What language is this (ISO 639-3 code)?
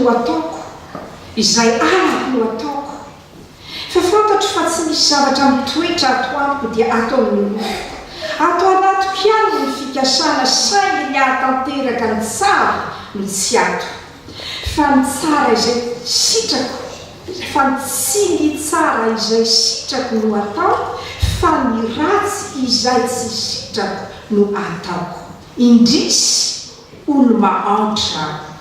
mlg